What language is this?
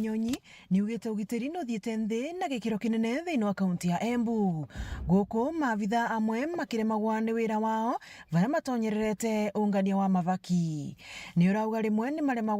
Meru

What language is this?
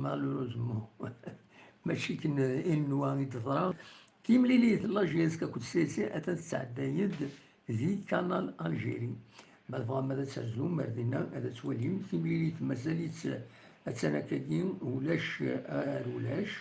Kabyle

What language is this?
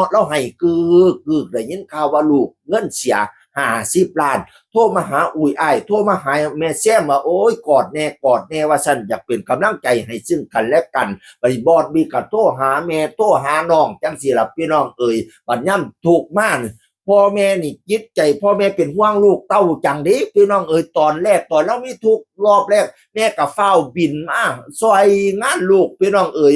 Northeastern Thai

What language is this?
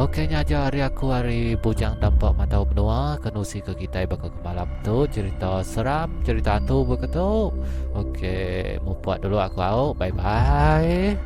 Iban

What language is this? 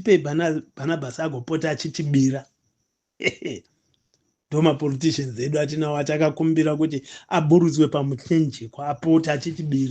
Shona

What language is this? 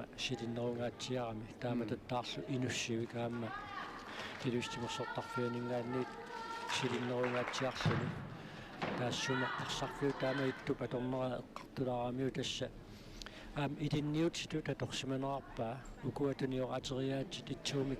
Kalaallisut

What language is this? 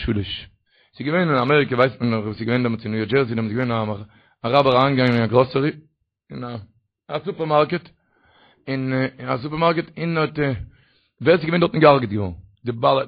Yiddish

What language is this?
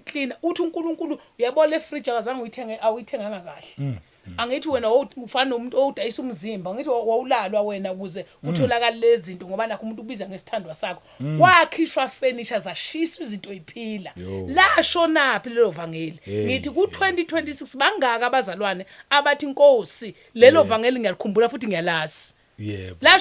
Zulu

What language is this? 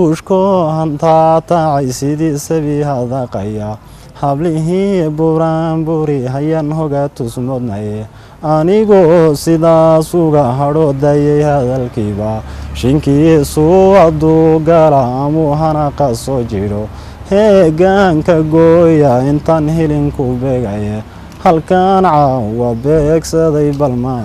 Somali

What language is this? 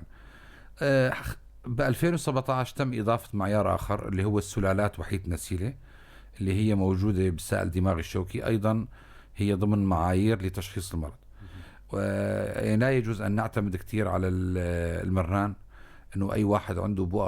North Levantine Arabic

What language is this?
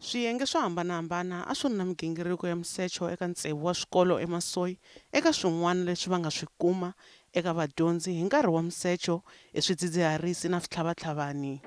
Tsonga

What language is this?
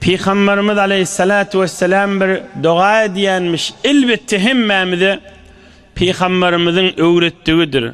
Turkmen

